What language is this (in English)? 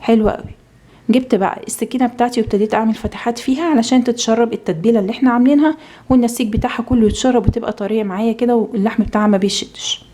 Egyptian Arabic